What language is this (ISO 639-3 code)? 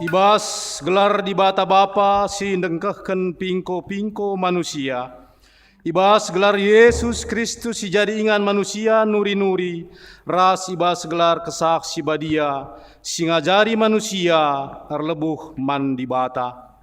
btx